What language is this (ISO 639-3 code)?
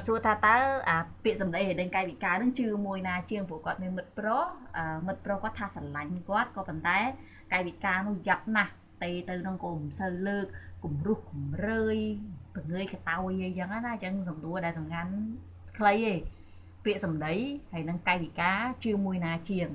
khm